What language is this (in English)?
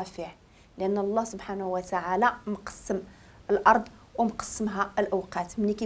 Moroccan Arabic